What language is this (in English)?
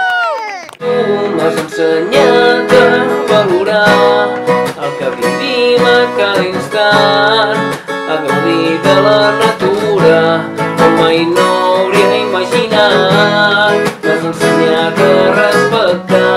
Catalan